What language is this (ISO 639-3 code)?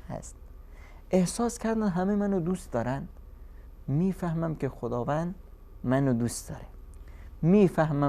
fas